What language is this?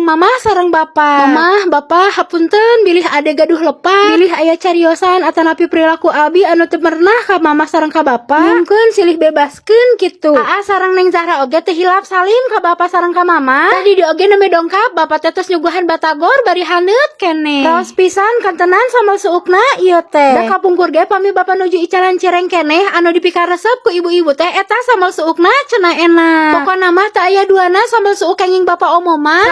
Sundanese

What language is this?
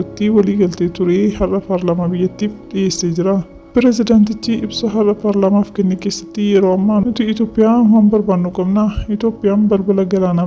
Oromo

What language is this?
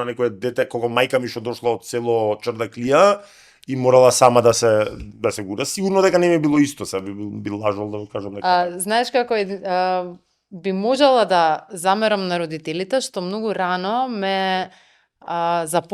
Macedonian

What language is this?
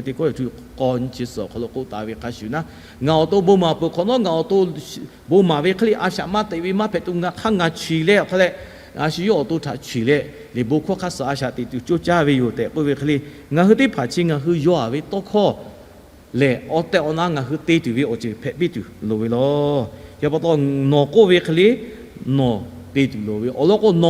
Lahu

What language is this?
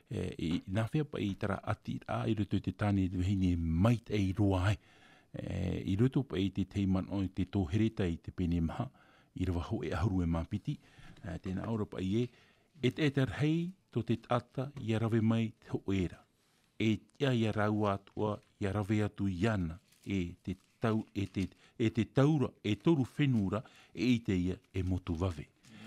Tahitian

